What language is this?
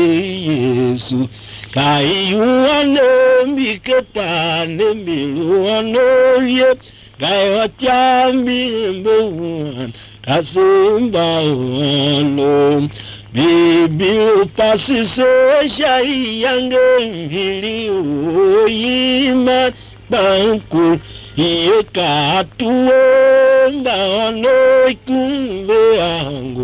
Tiv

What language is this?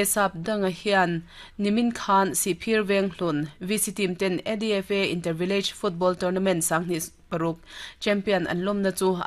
Mizo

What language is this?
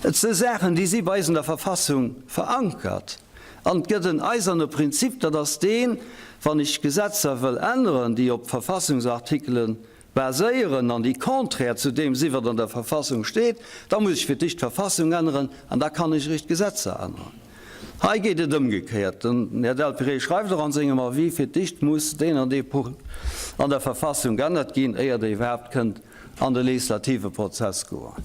Luxembourgish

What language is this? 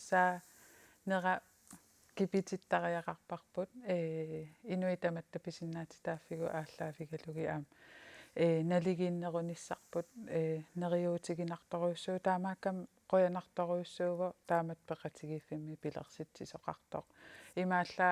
Kalaallisut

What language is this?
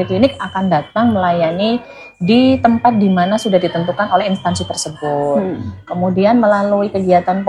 Indonesian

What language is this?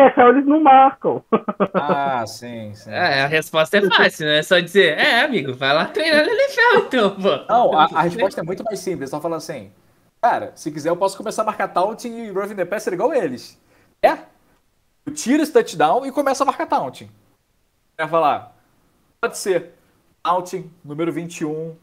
Portuguese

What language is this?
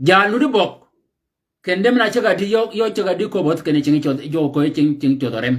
Shilluk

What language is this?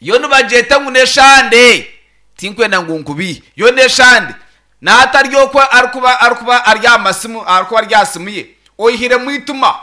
Nyankole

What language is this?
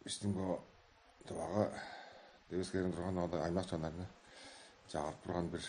Tuvinian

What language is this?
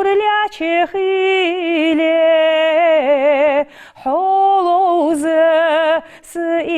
Ingush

